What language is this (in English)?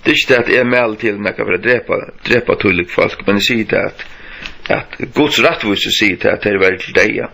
Faroese